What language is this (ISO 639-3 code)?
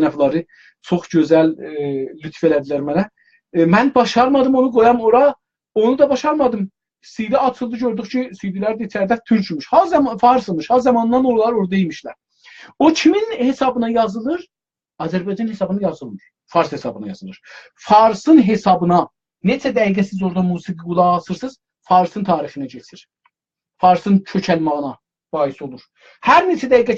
azb